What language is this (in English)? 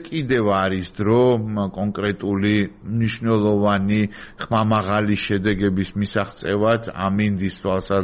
Georgian